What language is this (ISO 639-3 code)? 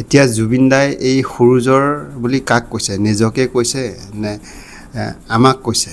asm